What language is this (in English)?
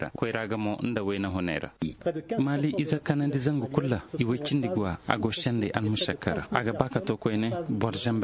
Koyraboro Senni